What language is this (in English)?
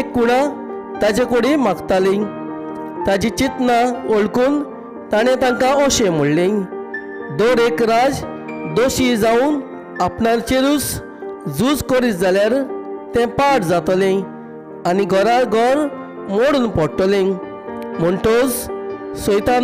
Konkani